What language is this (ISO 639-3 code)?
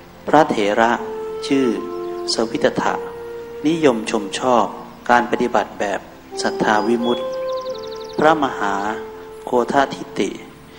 tha